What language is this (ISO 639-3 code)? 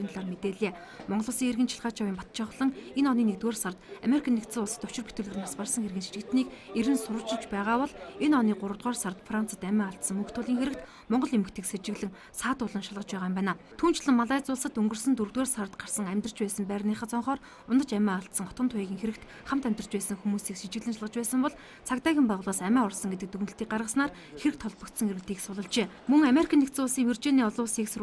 mon